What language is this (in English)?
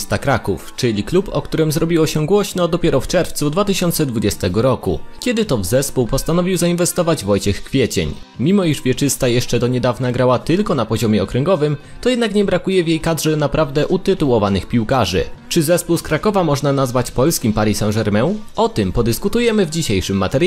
Polish